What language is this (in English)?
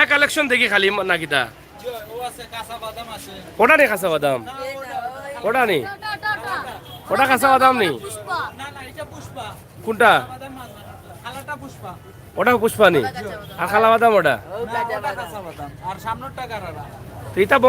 Sylheti